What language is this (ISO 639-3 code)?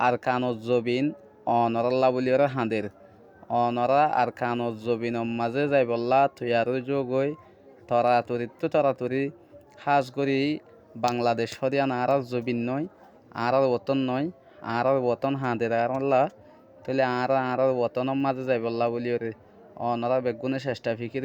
rhg